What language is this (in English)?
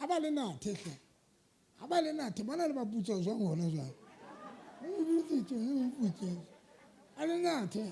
Southern Sotho